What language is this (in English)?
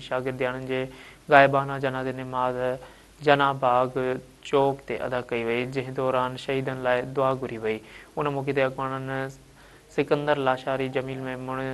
Sindhi